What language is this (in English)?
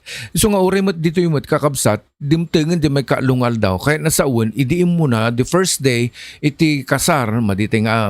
Iloko